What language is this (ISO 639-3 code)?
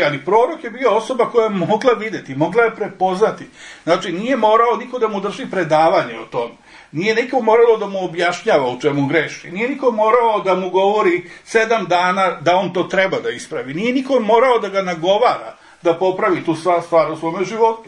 srp